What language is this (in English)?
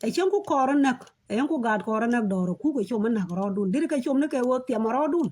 Nuer